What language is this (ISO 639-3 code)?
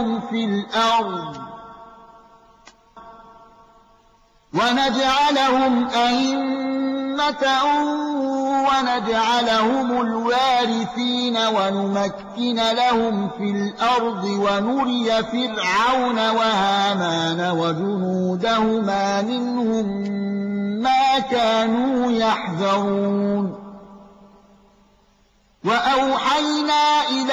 ara